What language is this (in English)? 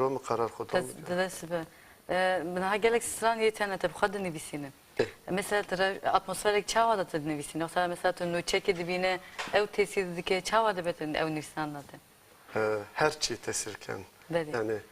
Zaza